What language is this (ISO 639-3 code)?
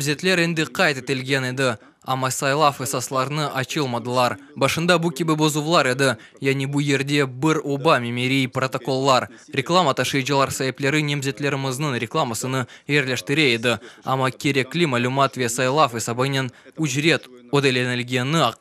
crh